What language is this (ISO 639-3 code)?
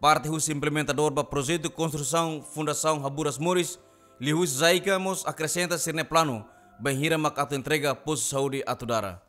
tet